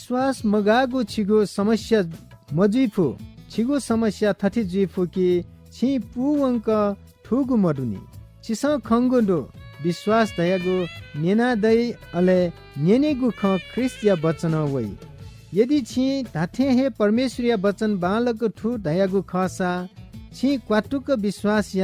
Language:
Newari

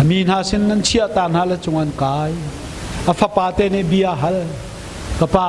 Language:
Hakha Chin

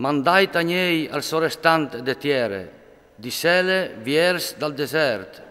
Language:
Friulian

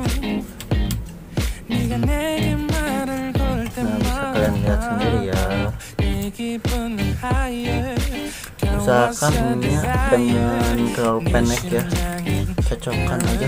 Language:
Indonesian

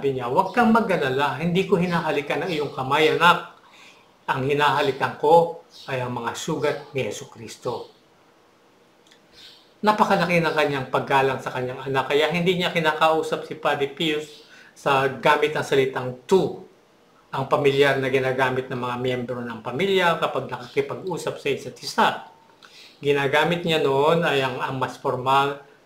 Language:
Filipino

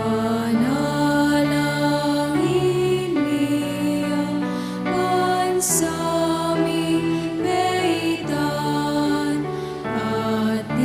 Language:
Pampanga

